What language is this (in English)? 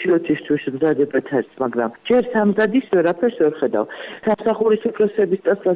Georgian